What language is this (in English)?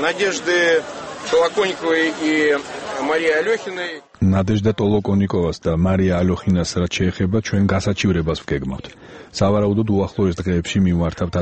Georgian